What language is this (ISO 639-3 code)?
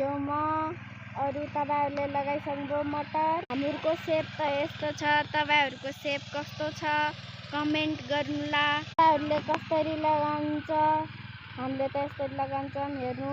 nep